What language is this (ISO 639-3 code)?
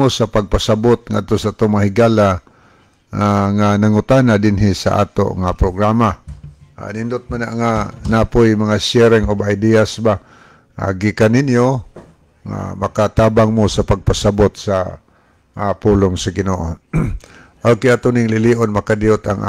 ceb